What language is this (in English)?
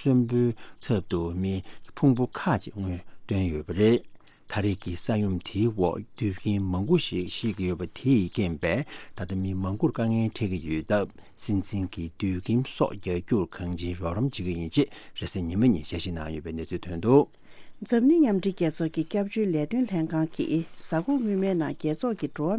Tibetan